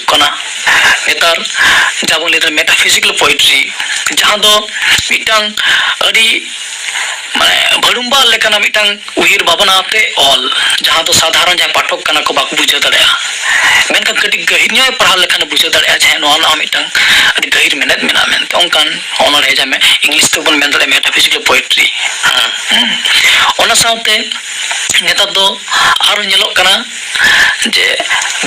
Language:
Santali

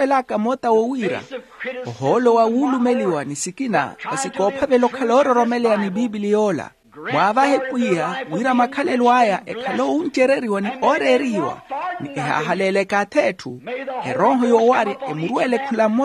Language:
Makhuwa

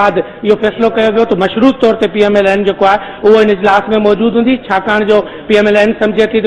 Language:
Sindhi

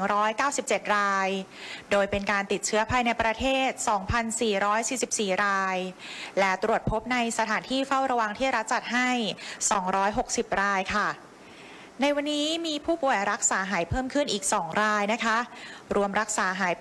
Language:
Thai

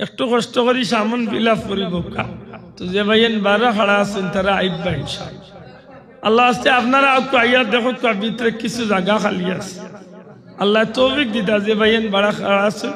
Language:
Sylheti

